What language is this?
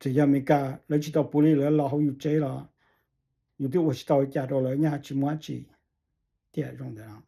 Hmong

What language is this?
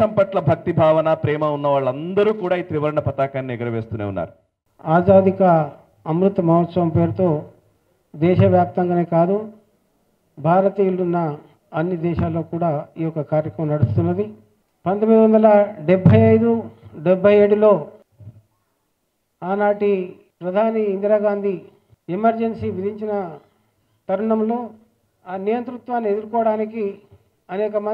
Telugu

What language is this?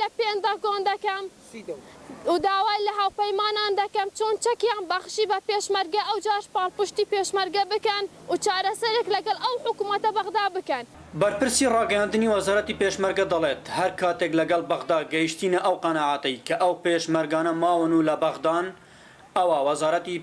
Central Kurdish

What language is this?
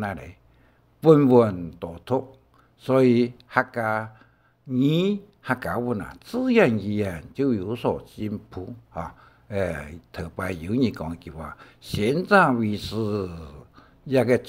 Hakka Chinese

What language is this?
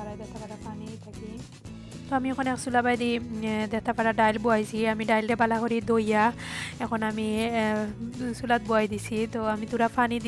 Sylheti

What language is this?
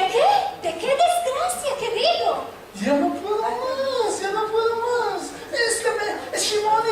Ladino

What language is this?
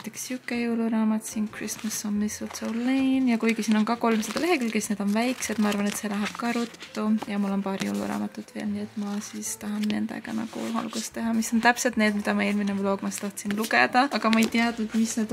Estonian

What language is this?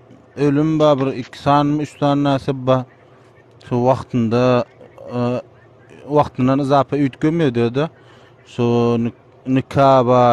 Turkmen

